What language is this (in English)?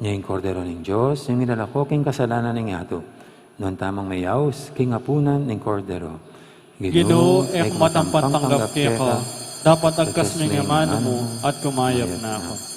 Pampanga